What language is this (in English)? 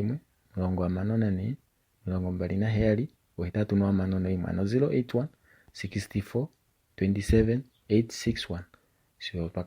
Kuanyama